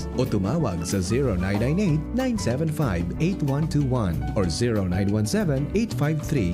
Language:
Bikol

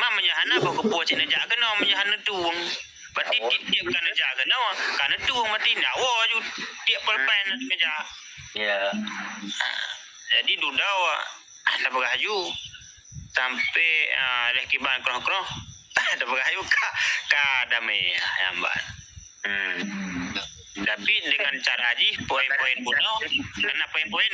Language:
Achinese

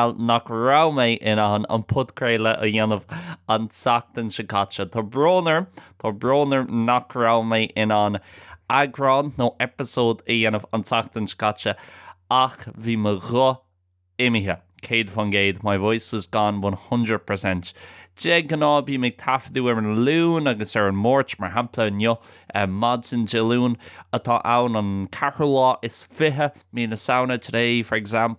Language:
Irish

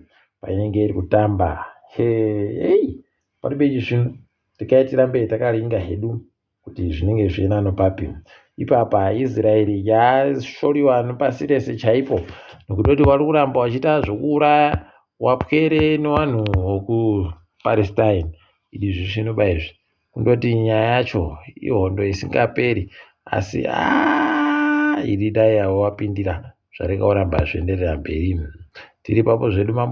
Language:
Ndau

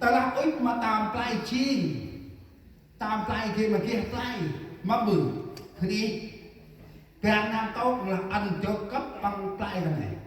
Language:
Central Mnong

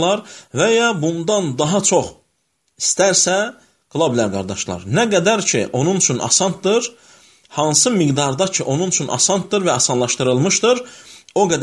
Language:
Azerbaijani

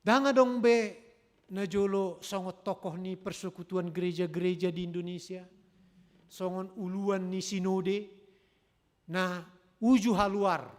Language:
Batak Toba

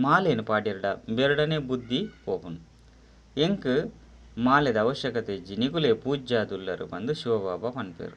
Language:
Tulu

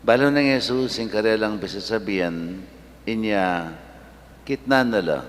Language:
Pampanga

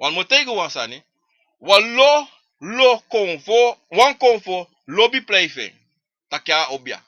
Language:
Sranan Tongo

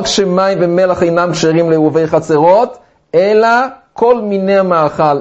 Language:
Hebrew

